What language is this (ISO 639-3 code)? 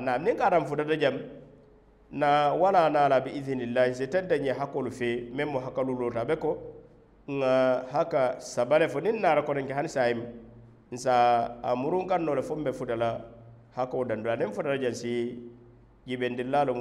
man